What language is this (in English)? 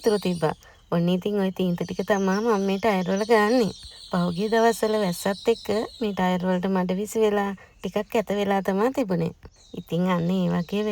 Sinhala